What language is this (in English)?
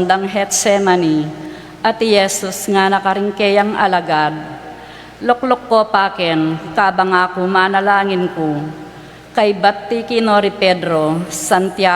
Pampanga